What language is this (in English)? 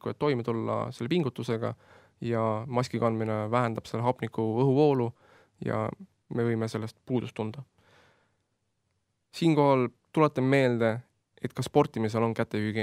Estonian